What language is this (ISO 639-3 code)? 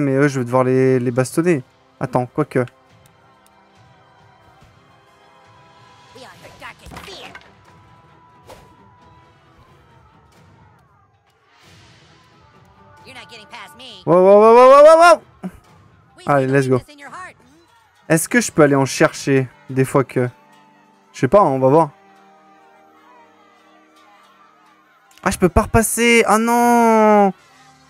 fra